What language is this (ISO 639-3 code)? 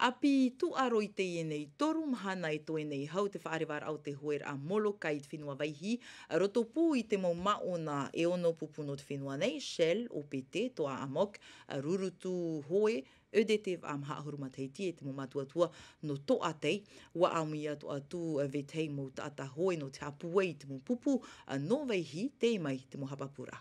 tah